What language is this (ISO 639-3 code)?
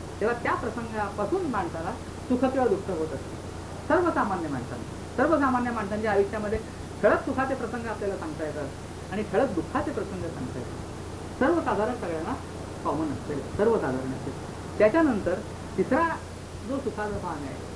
mar